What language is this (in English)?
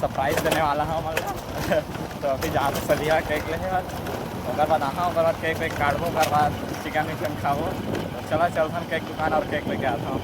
Chhattisgarhi